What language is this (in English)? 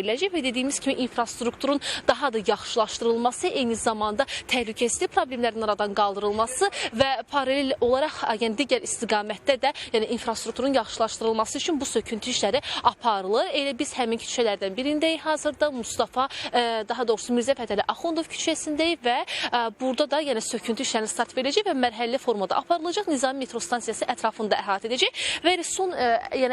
Azerbaijani